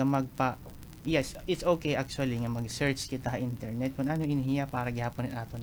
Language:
Waray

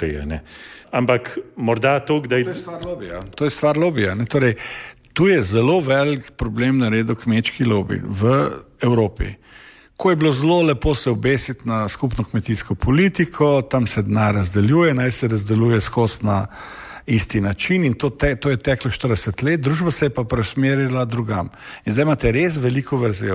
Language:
Slovenian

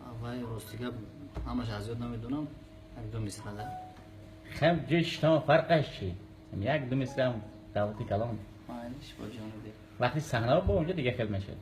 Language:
Tajik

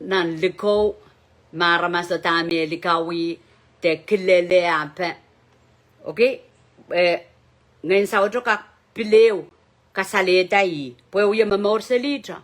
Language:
Pohnpeian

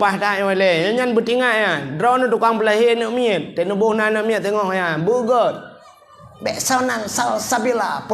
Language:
Achinese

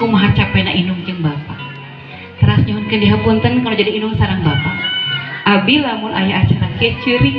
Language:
Sundanese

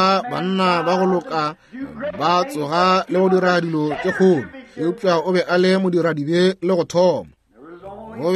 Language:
Northern Sotho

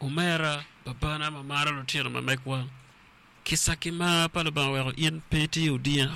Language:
Acoli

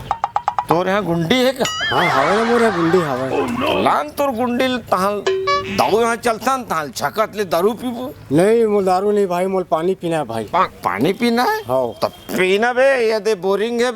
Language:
Chhattisgarhi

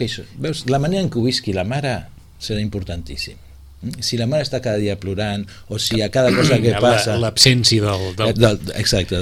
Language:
Catalan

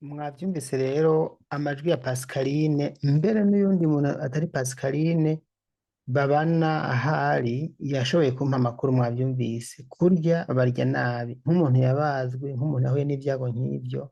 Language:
Rundi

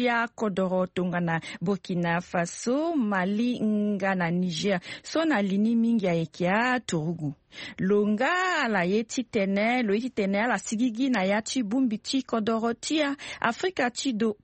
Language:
Sango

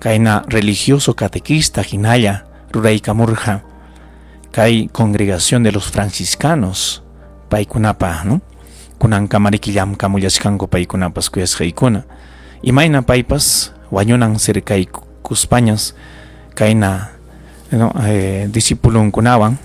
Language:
Ayacucho Quechua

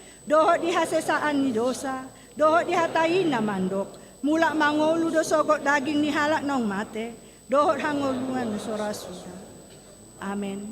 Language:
Batak Toba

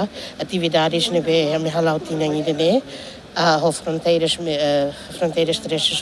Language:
Tetum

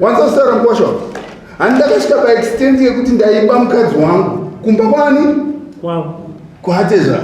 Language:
Shona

